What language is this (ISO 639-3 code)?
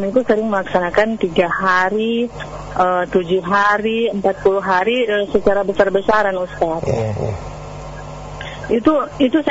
ind